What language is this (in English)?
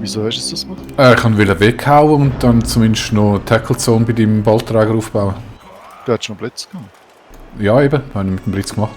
Swiss German